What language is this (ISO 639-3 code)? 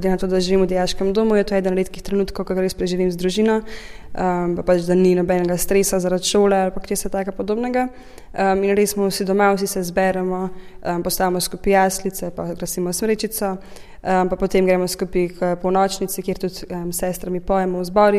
slv